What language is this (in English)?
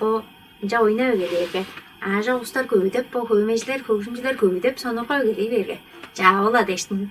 Tuvinian